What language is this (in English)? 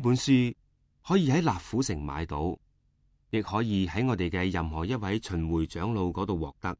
Cantonese